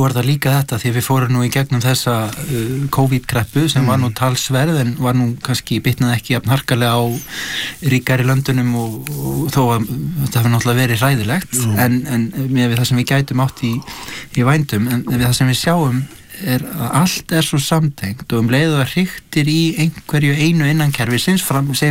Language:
Icelandic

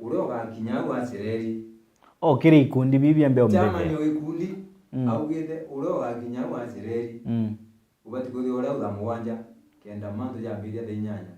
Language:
Meru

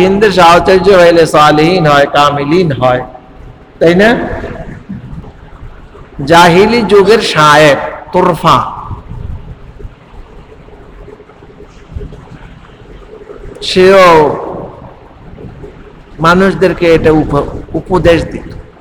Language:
Bangla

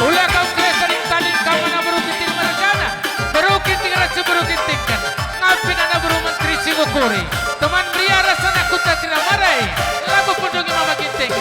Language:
Batak Karo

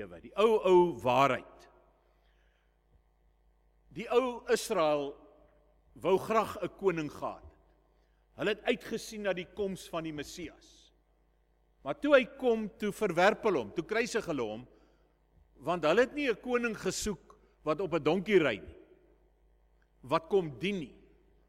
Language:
Afrikaans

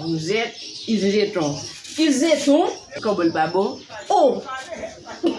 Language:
Haitian Creole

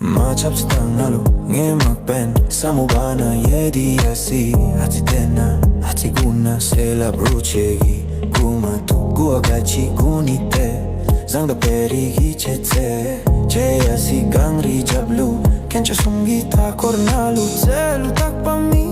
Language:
Tibetan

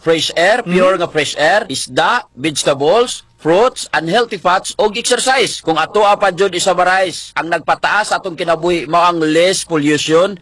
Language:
Cebuano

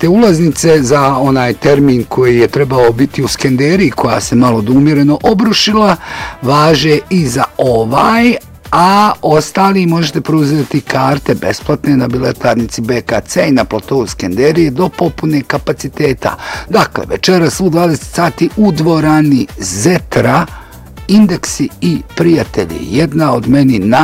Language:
Bosnian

